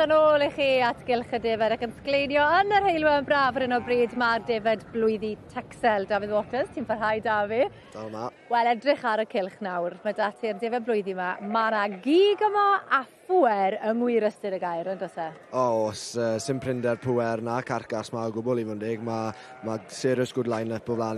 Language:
Welsh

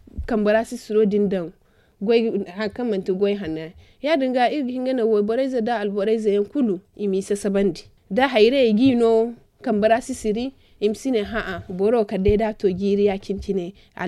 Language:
Zarma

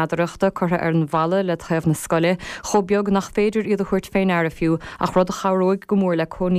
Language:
Irish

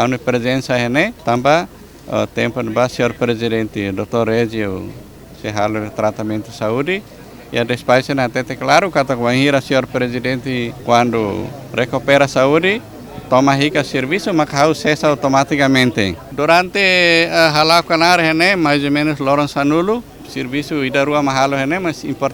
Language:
Tetum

